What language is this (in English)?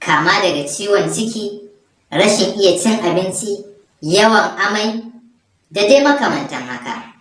Hausa